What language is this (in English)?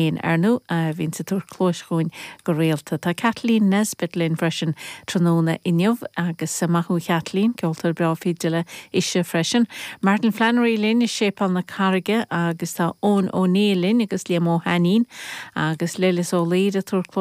Irish